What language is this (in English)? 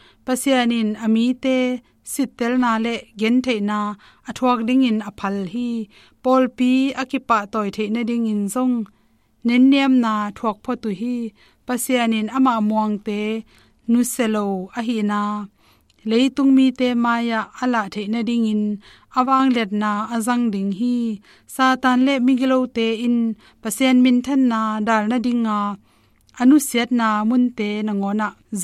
Tedim Chin